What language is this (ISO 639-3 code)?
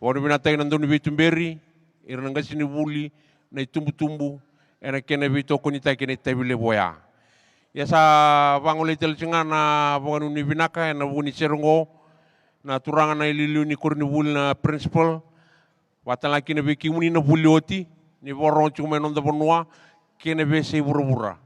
fij